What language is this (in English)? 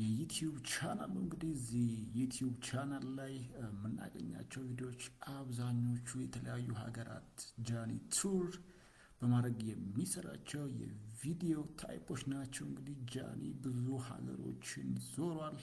Amharic